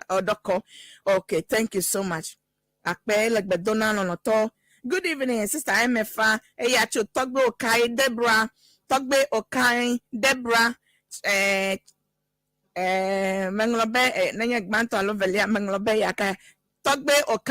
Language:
Ewe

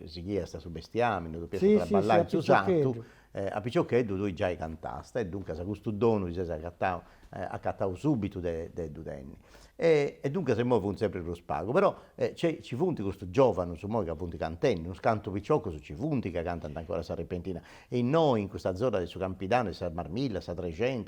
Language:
Sardinian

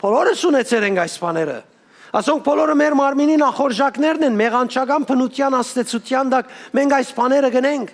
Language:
Western Armenian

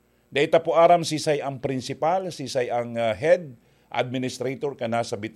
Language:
Bikol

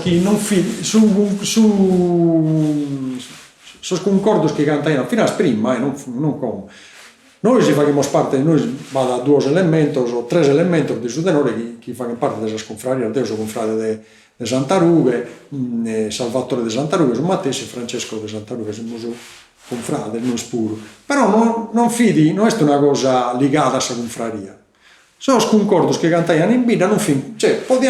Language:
Sardinian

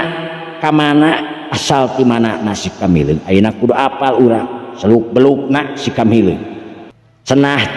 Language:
Sundanese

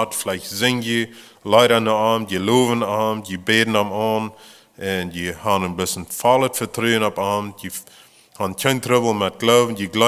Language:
Plautdietsch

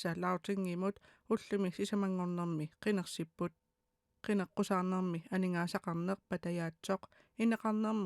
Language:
Kalaallisut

